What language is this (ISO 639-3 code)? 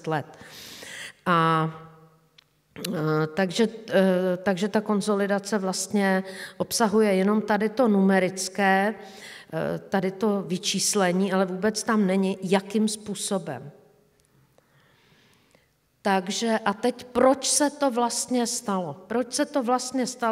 ces